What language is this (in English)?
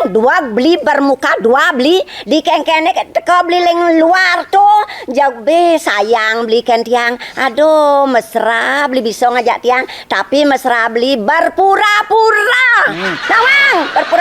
Balinese